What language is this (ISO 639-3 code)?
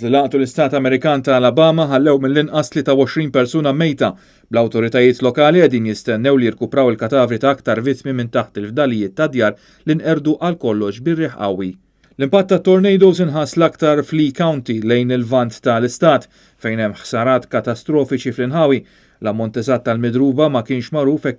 mlt